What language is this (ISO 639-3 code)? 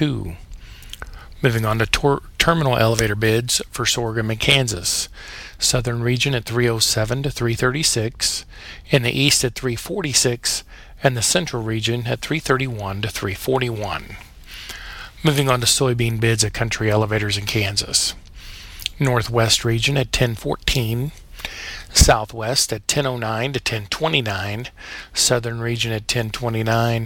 eng